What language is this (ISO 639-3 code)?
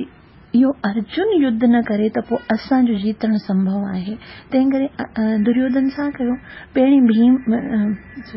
snd